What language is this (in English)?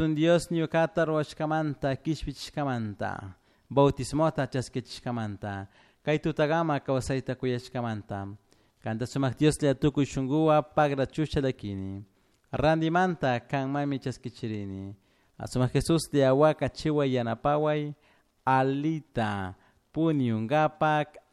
Chimborazo Highland Quichua